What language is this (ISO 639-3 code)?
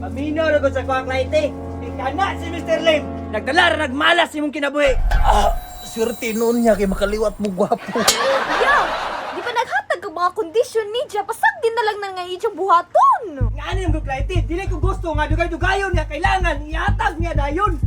ceb